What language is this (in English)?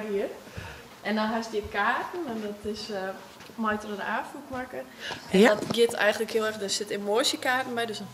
Western Frisian